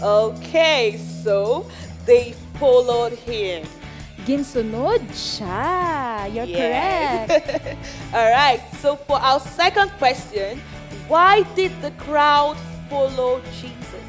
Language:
Hiligaynon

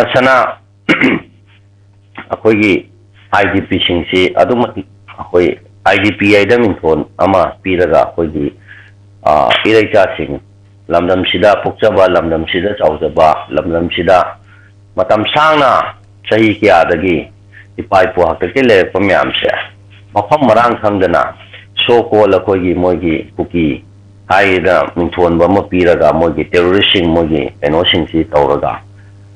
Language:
Manipuri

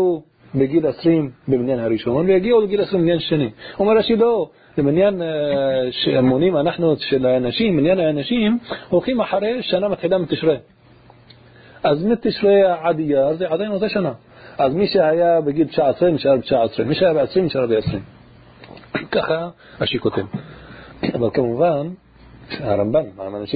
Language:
Hebrew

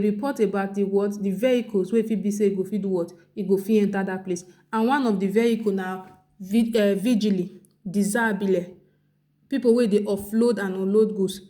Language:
Nigerian Pidgin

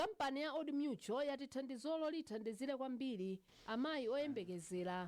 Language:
Nyanja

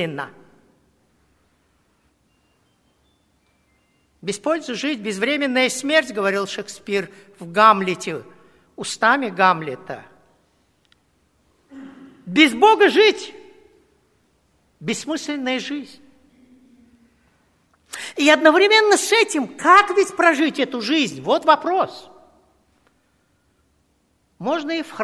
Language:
Russian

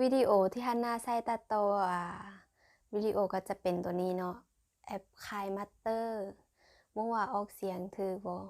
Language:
Lao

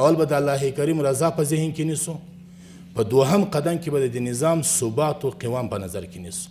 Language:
Pashto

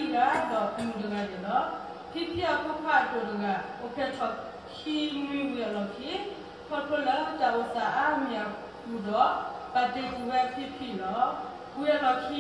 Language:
S'gaw Karen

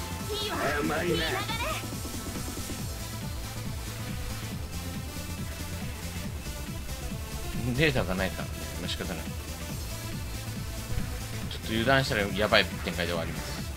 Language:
Japanese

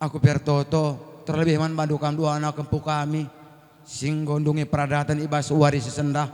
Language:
Batak Karo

